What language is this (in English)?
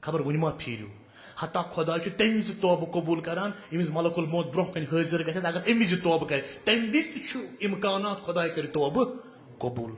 Kashmiri